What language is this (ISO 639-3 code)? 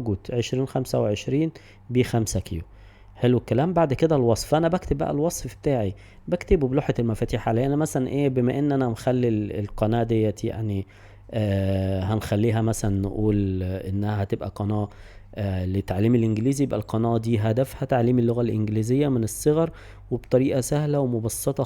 arz